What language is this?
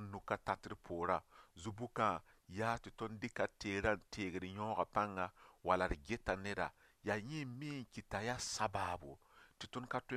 Mossi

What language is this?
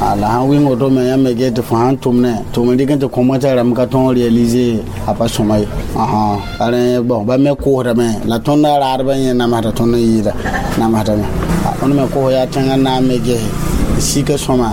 Mossi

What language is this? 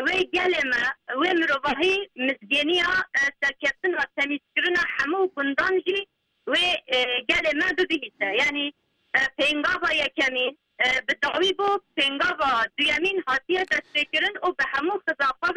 Kurdish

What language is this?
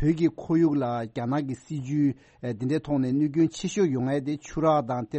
Tibetan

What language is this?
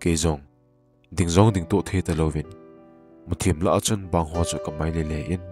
Thado Chin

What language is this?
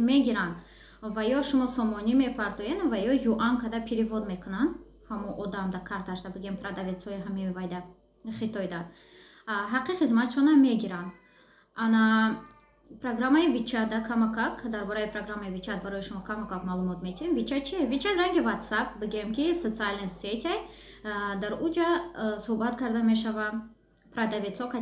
Tajik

